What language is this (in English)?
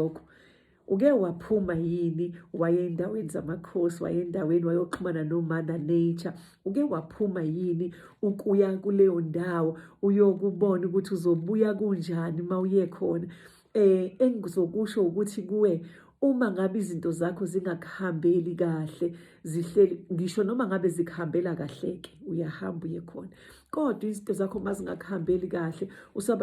Zulu